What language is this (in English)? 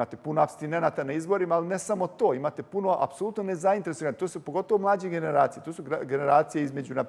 Serbian